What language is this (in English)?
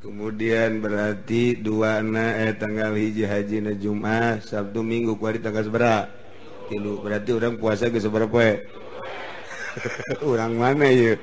Sundanese